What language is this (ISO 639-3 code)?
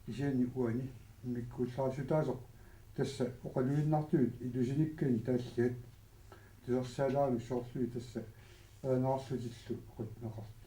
kal